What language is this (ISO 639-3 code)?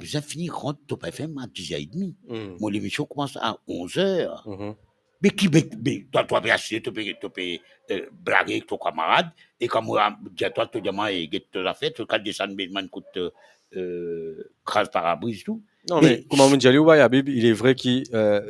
mfe